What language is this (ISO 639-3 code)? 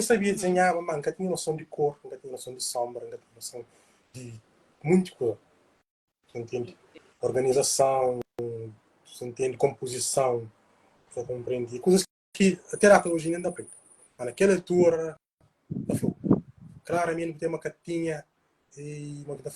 kea